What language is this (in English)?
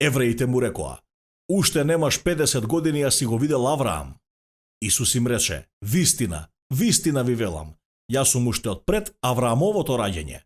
Macedonian